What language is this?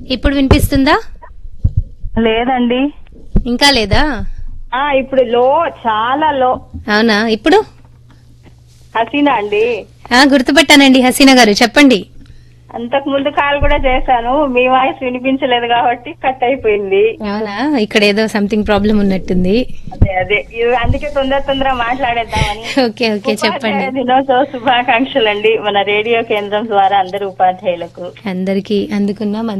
Telugu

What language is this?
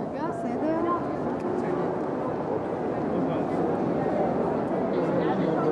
Hebrew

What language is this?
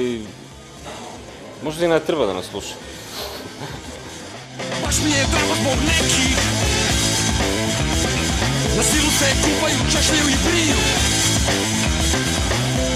Serbian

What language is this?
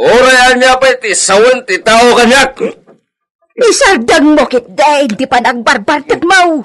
Iloko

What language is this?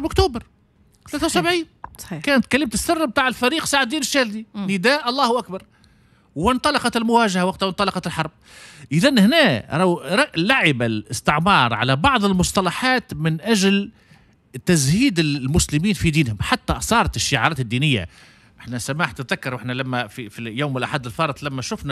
Tunisian Arabic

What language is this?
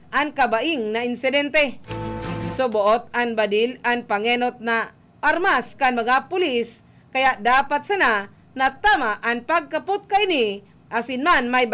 Bikol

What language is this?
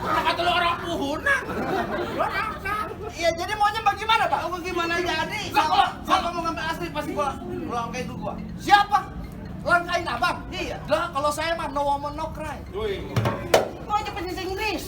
Betawi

